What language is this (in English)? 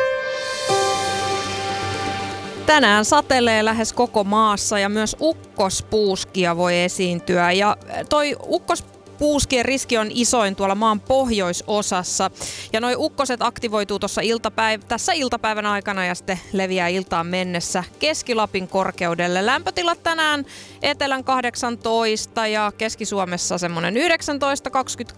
Finnish